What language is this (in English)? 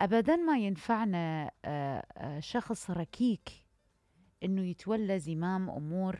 Mesopotamian Arabic